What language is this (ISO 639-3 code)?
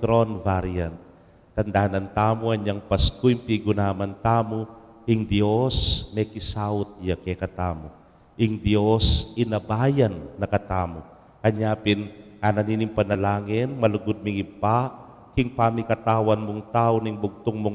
pam